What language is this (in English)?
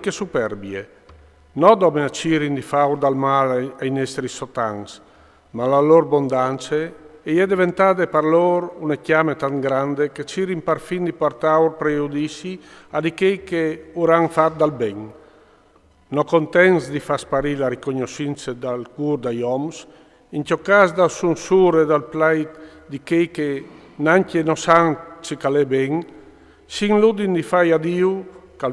Friulian